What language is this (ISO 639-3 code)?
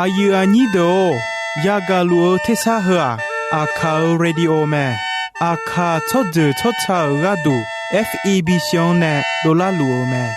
ahk